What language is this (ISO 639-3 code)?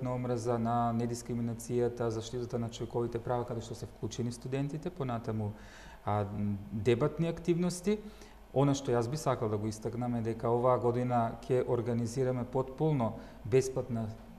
mkd